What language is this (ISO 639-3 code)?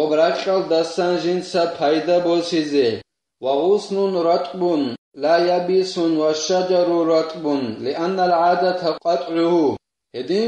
ava